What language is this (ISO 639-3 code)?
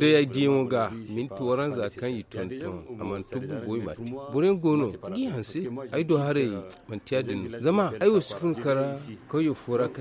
dje